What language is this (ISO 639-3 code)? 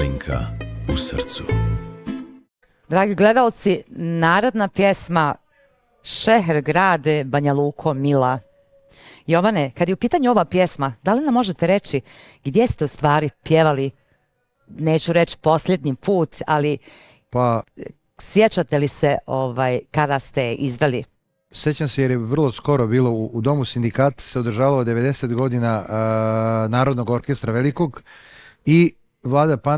srp